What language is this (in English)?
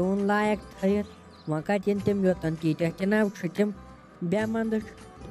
Kashmiri